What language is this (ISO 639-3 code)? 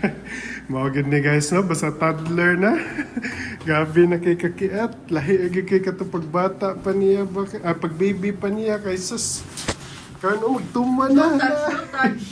ceb